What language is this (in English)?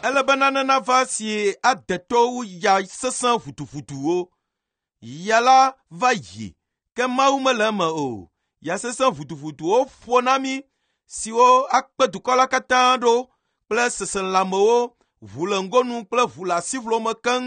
Ewe